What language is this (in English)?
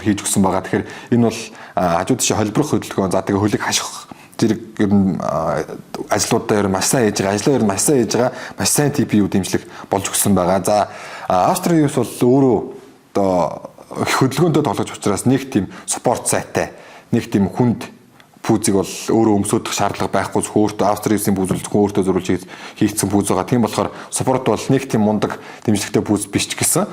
Mongolian